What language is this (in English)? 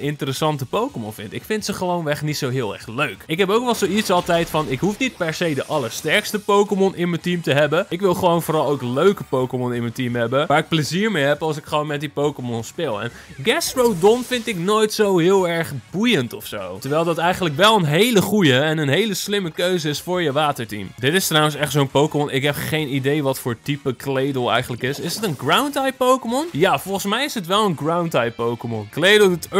Dutch